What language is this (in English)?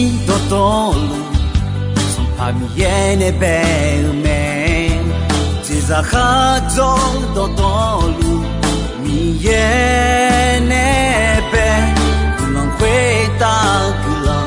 Akha